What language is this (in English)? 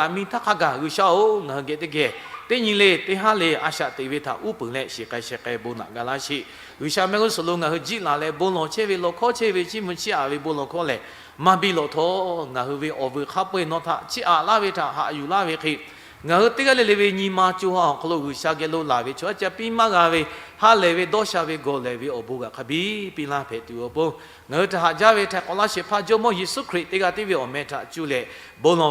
Lahu